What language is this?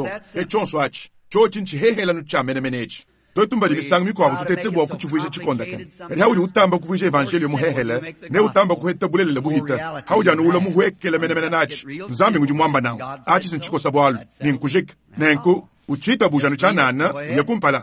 Luba-Lulua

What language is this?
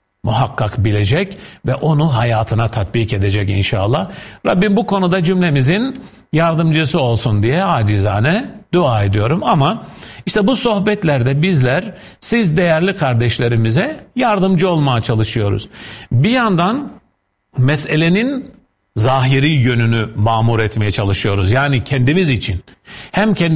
Turkish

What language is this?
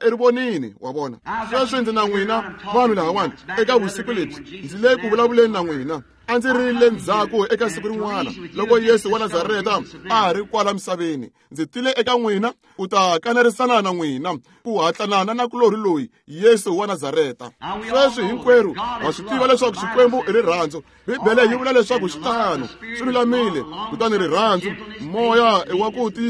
Tsonga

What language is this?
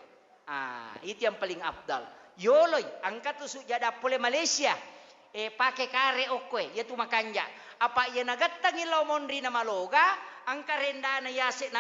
Buginese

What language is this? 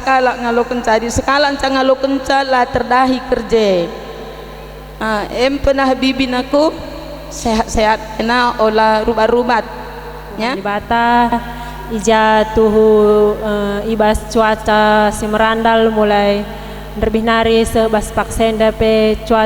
Batak Karo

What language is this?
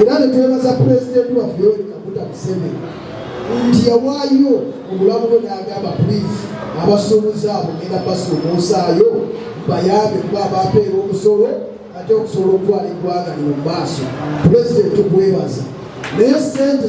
Ganda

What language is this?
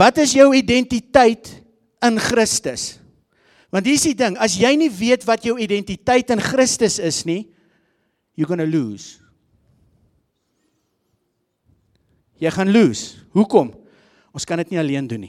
Afrikaans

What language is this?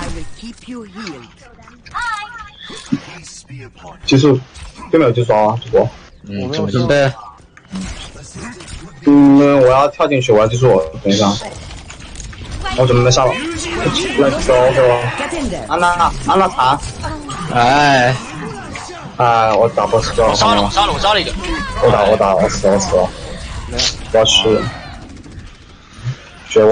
Chinese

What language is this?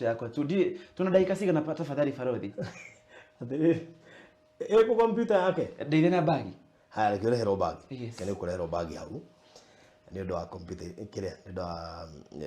Kikuyu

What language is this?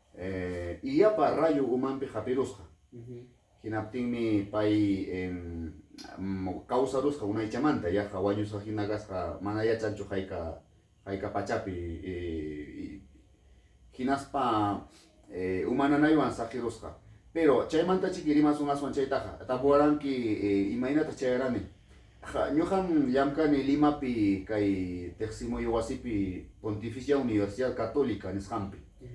Ayacucho Quechua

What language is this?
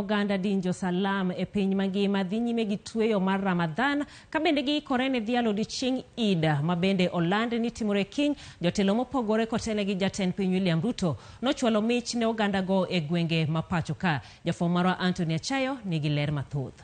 Luo (Kenya and Tanzania)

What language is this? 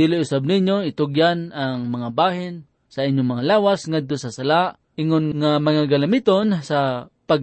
Cebuano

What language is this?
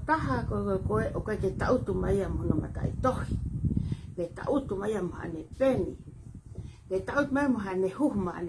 Tongan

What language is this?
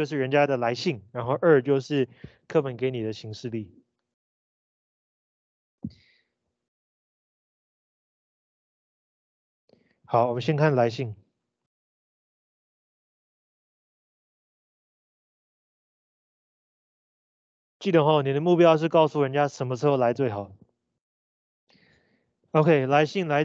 Chinese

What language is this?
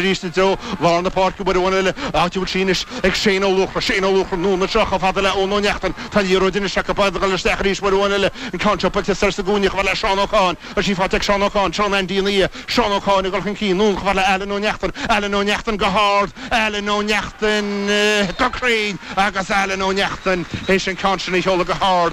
Irish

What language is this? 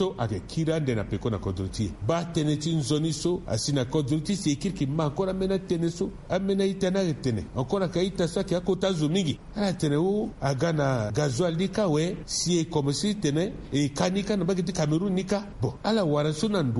Sango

